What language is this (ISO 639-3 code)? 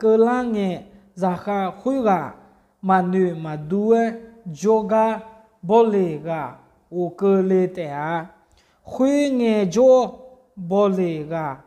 ahk